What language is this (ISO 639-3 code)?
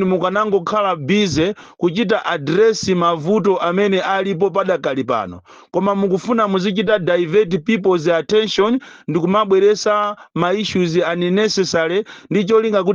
nya